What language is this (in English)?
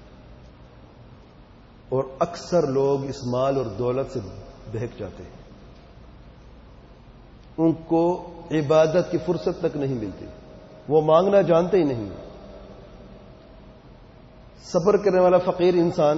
Urdu